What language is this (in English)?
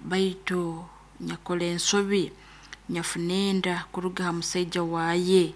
Nyoro